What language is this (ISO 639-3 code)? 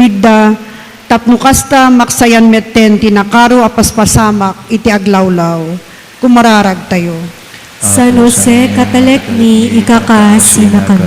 ilo